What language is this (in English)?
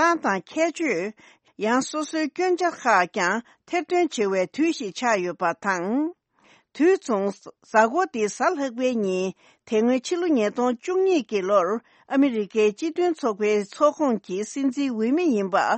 Tibetan